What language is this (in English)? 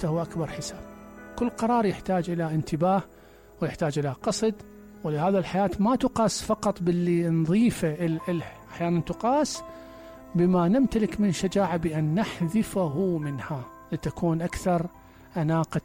Mesopotamian Arabic